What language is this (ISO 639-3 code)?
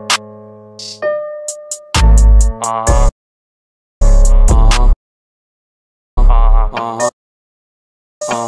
srp